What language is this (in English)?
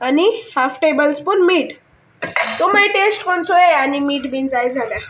Konkani